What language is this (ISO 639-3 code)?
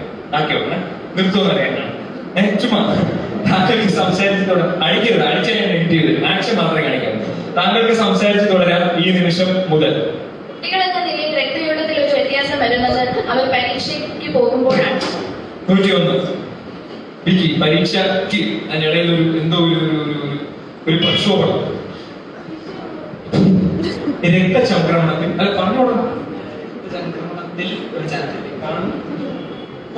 mal